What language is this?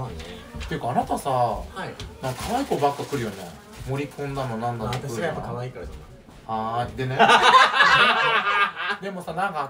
Japanese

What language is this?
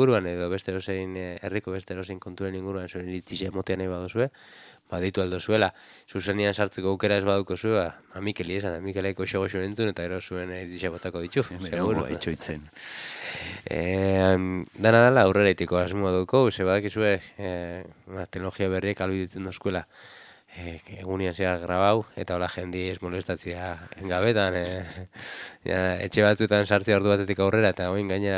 Basque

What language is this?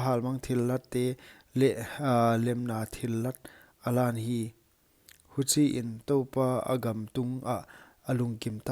Paite Chin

